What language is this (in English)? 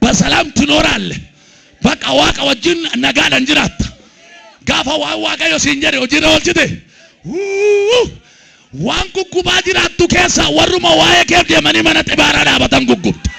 Oromo